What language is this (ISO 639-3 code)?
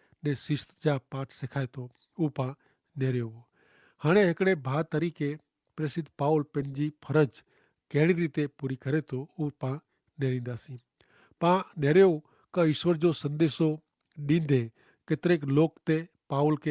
kfr